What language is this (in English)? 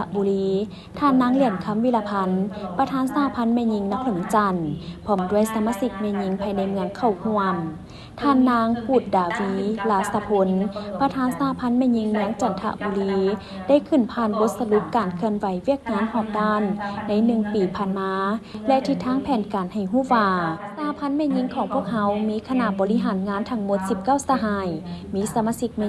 Lao